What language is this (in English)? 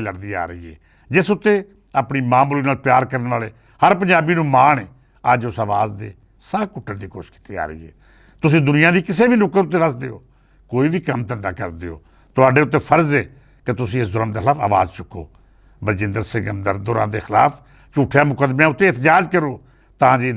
Western Panjabi